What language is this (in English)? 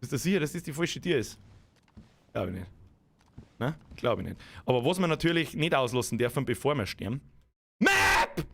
Bavarian